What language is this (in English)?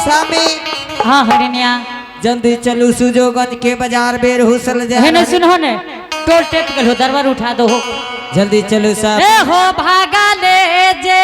Angika